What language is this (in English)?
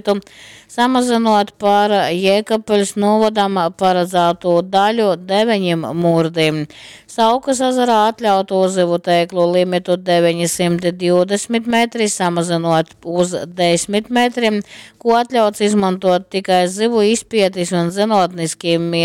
Latgalian